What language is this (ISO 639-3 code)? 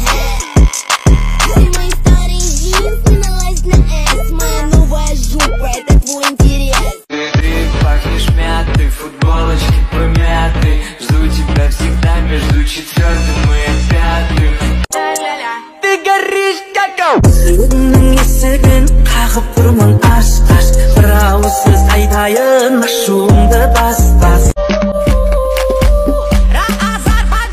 rus